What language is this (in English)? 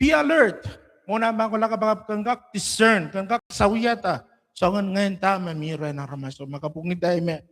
Pohnpeian